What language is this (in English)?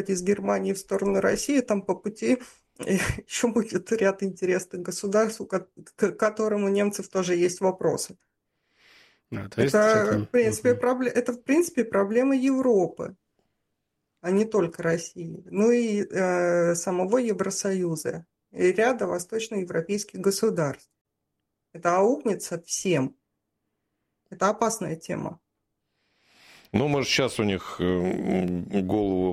Russian